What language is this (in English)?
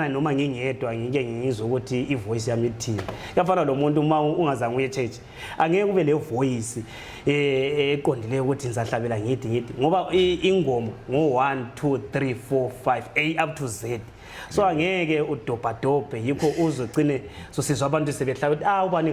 Zulu